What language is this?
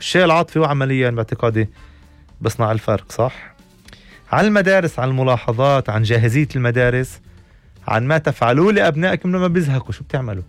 North Levantine Arabic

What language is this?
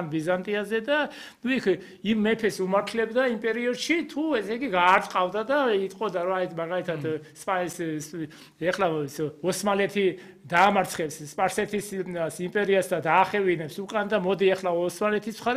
Georgian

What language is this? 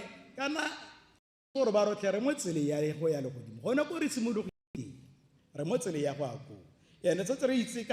Tswana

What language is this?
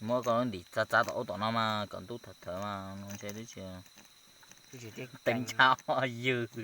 Hmong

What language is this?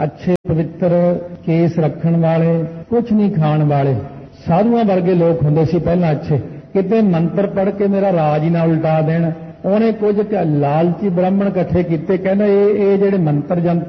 Punjabi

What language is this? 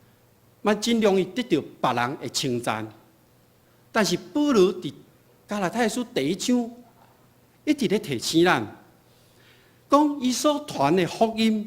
Min Nan Chinese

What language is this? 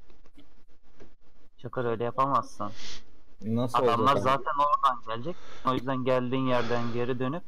Turkish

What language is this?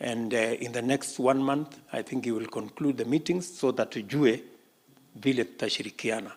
Gusii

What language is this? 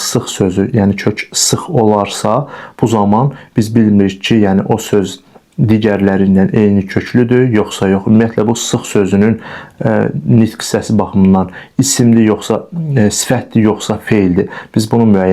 Azerbaijani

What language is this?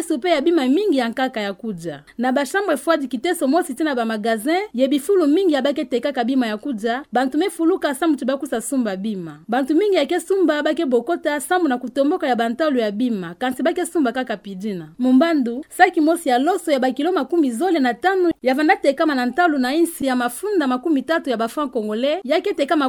Kituba (Democratic Republic of Congo)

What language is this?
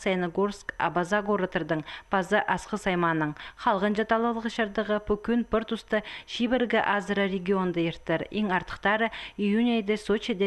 Khakas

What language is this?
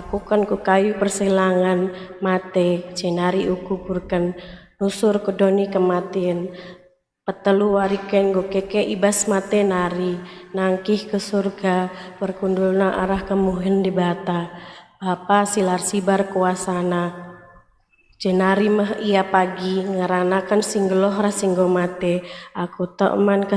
Batak Karo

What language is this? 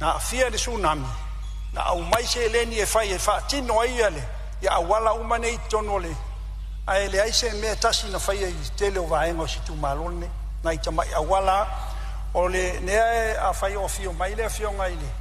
Samoan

